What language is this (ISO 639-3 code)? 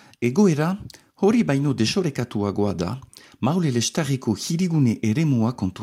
eus